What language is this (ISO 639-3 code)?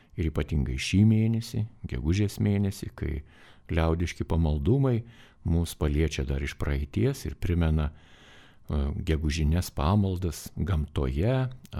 lit